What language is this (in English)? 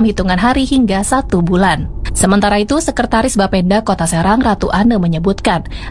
Indonesian